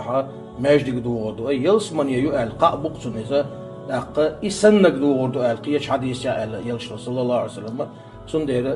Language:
Chechen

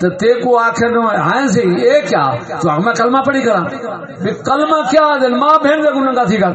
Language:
Saraiki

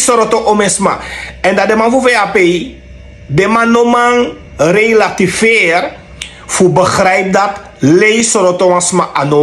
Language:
Sranan Tongo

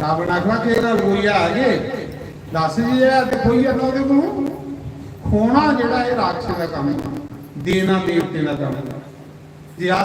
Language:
Dogri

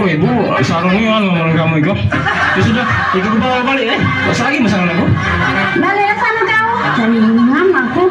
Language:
Musi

